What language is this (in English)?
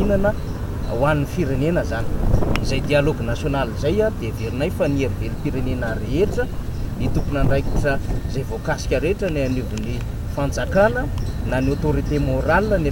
Malagasy